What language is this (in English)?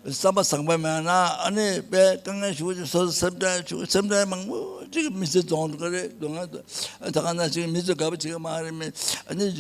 Tibetan